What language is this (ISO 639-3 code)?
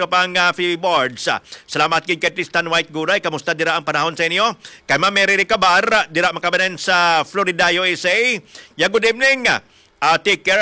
hil